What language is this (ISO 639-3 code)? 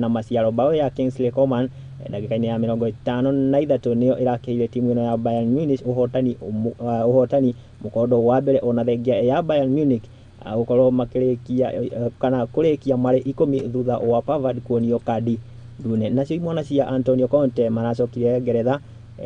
kik